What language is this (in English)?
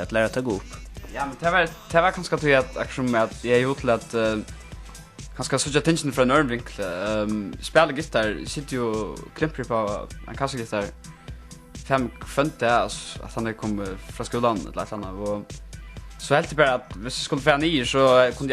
Faroese